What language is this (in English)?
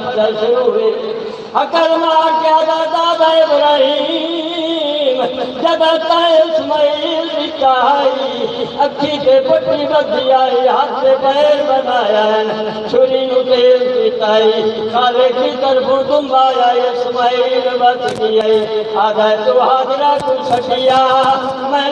Saraiki